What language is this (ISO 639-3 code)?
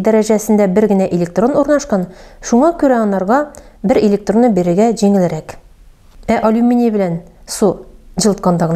tat